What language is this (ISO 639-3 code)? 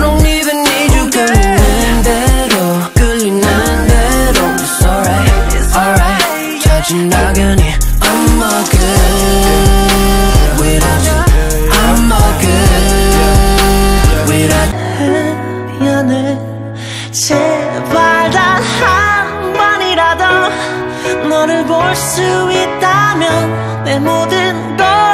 kor